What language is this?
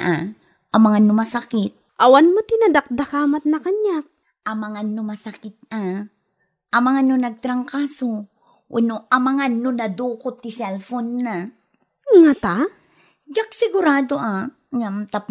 Iloko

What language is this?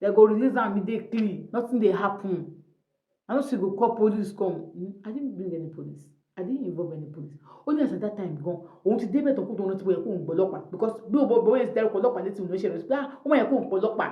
Yoruba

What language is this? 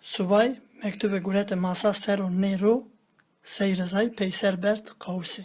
Zaza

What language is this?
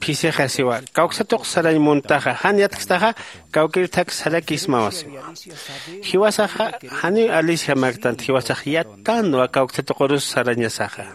Aymara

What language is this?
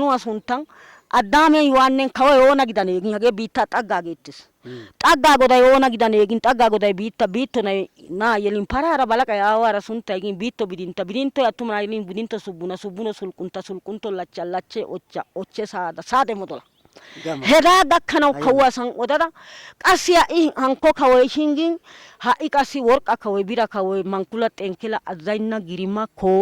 Wolaytta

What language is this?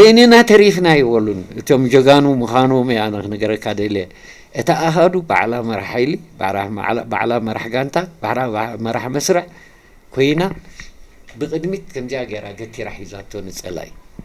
Tigrinya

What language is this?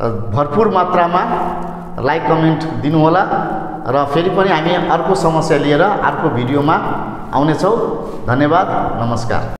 Nepali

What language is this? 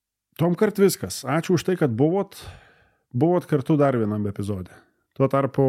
Lithuanian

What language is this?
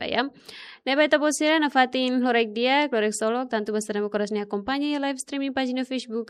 Tetum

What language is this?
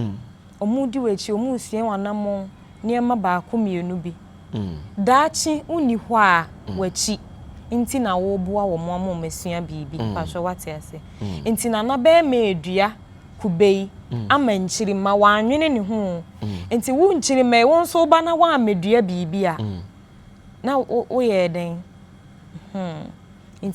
Akan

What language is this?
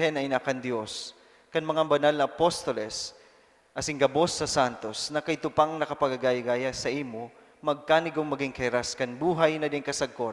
Bikol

